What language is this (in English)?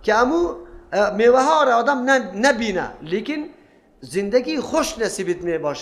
Persian